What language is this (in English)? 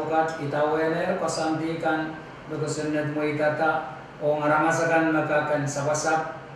Pohnpeian